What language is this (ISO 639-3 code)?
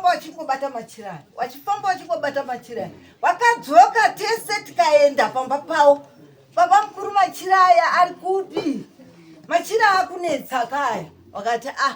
sna